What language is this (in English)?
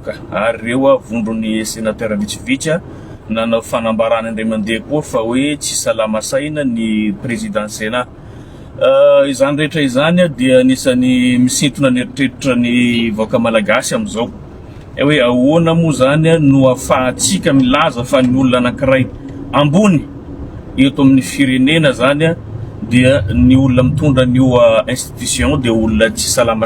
Malagasy